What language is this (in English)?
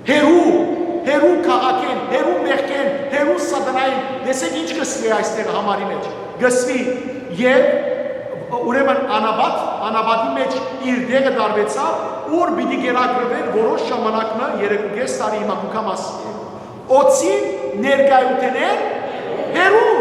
Western Armenian